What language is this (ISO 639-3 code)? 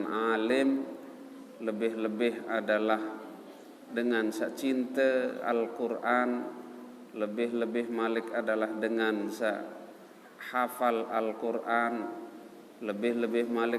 sas